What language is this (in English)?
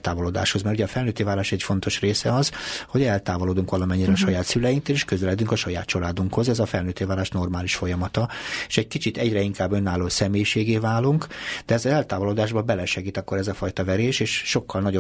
Hungarian